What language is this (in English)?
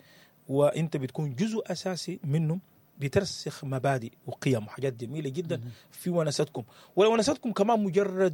Sudanese Arabic